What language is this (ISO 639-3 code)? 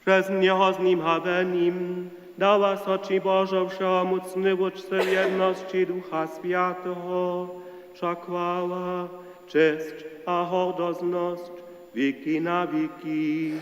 hsb